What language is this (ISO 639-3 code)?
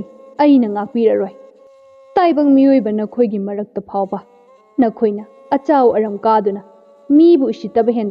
mni